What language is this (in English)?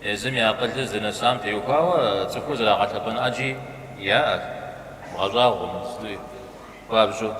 Kabardian